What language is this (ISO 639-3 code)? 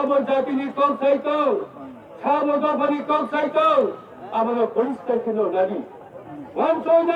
ria